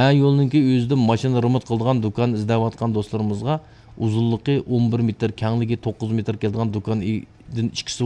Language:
Uyghur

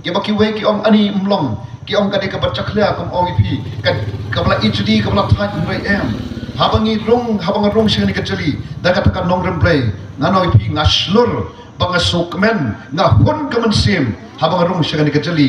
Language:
Khasi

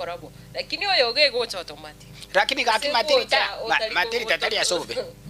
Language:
Gusii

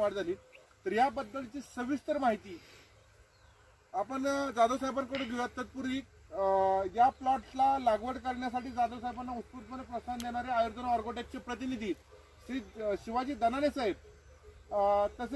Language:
Marathi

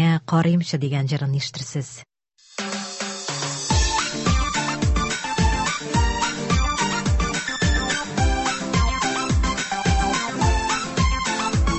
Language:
Tatar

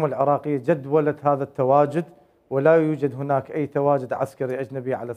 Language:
Mesopotamian Arabic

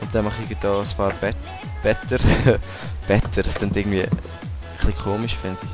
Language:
Swiss German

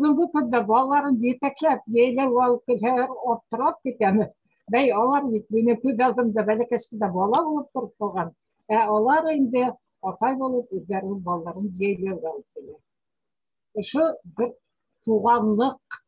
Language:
Bashkir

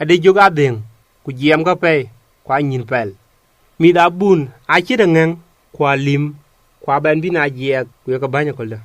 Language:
Dinka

